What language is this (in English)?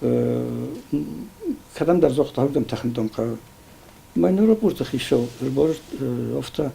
Ossetic